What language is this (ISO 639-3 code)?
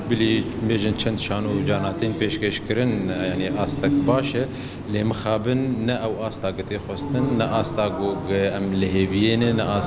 kur